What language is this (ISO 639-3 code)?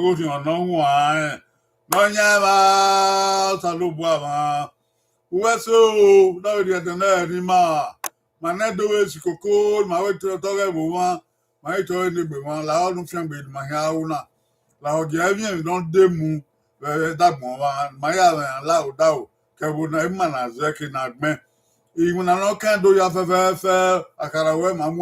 bin